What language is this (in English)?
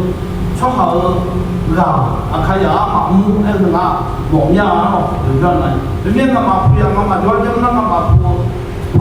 Akha